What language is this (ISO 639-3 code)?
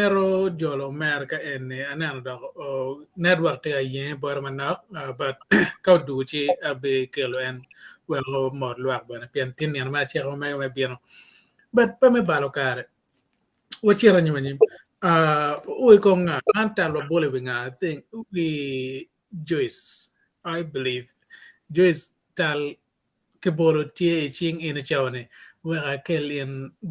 ach